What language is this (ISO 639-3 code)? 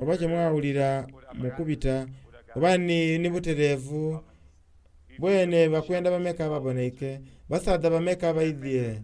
xog